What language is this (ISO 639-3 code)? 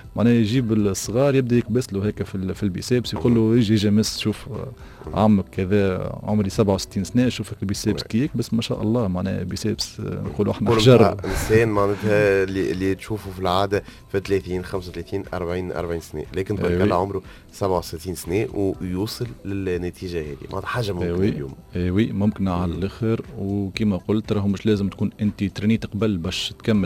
aeb